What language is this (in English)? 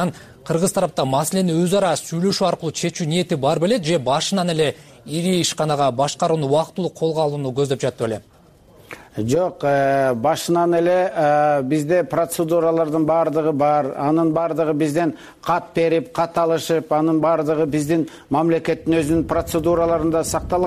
Kyrgyz